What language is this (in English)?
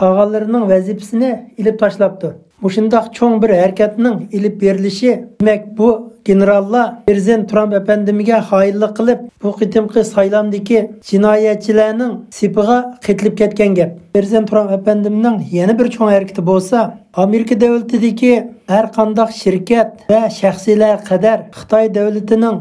Uyghur